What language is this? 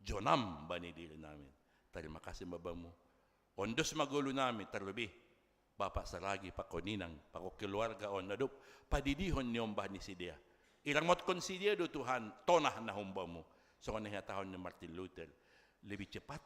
Batak Simalungun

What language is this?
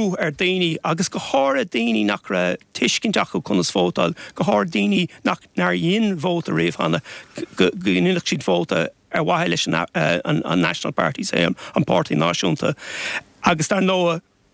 Irish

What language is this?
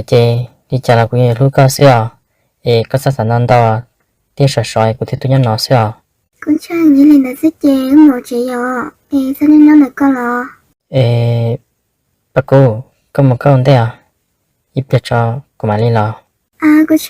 Hmong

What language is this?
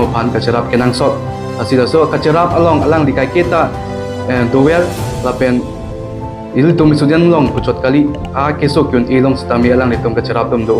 Karbi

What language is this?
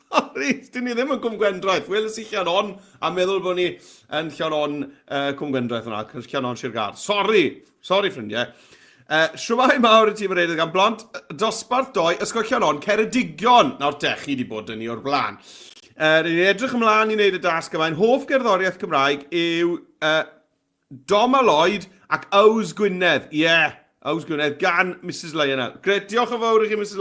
Welsh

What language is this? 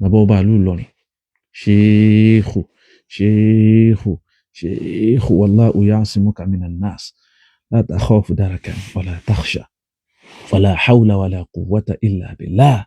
Yoruba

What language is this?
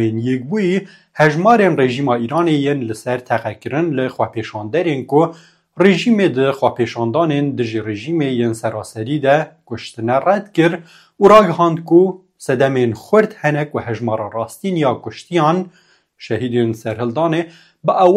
Kurdish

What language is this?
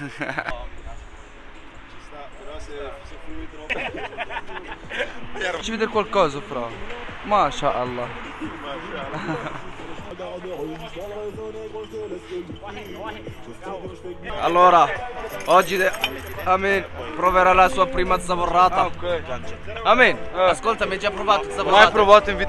Italian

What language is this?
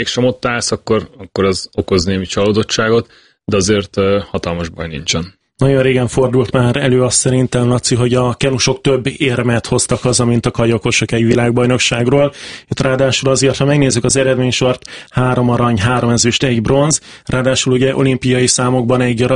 Hungarian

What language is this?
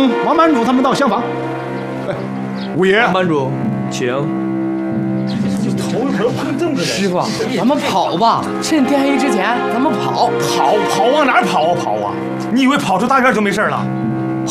Chinese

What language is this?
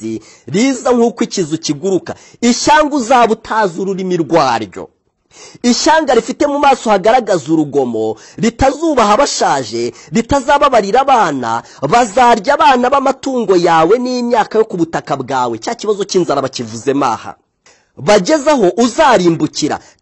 Kinyarwanda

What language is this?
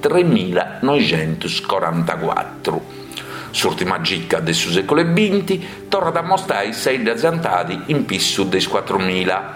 Sardinian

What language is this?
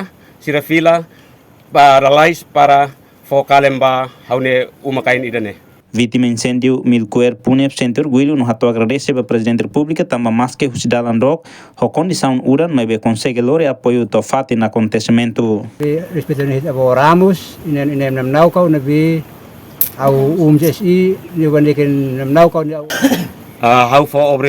Tetum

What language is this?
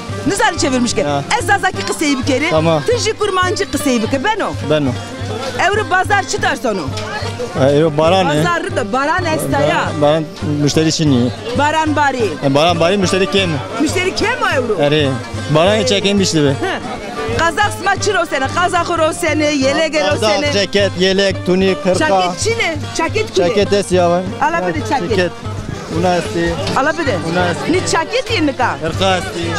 Zaza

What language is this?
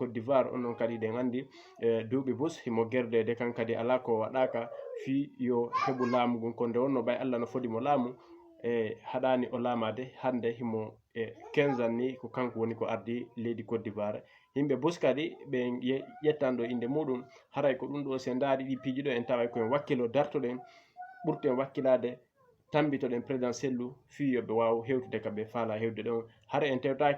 Fula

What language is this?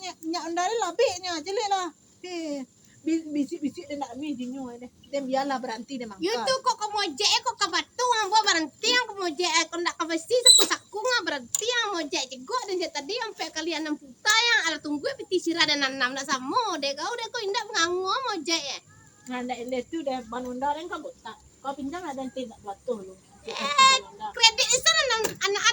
Minangkabau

